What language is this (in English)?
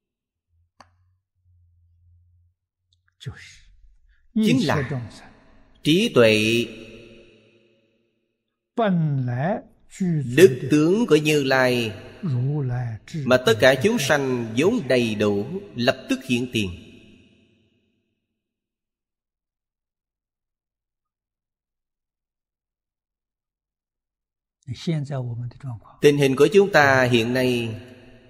Vietnamese